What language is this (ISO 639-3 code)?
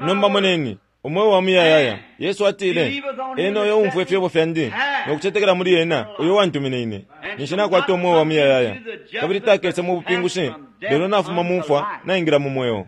bem